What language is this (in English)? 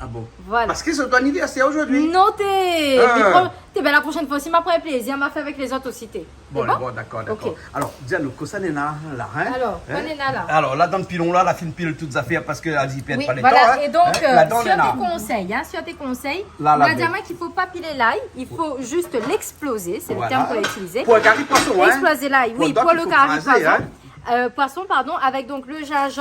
Réunion Creole French